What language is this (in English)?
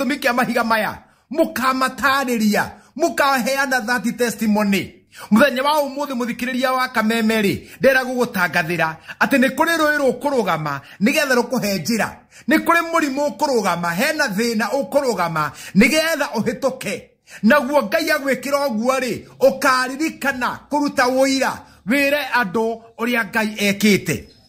Kikuyu